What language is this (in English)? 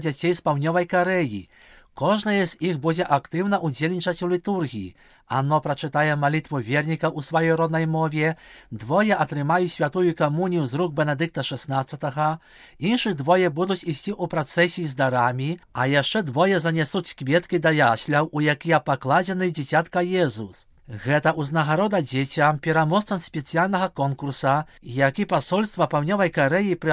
Belarusian